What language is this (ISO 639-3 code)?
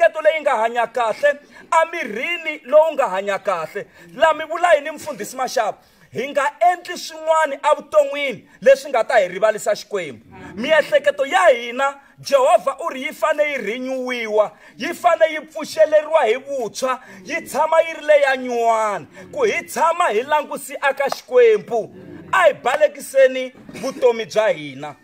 tso